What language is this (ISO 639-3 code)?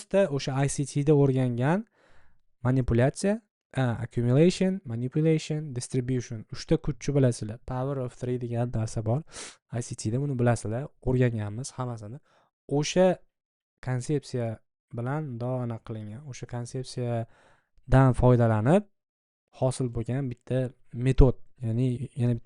uzb